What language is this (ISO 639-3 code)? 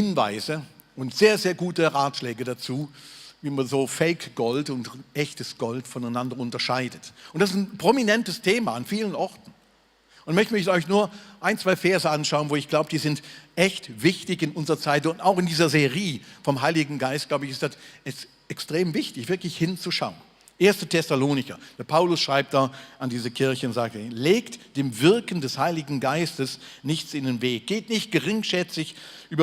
gsw